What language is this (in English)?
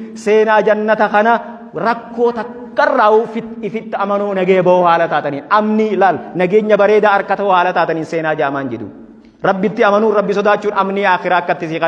Oromo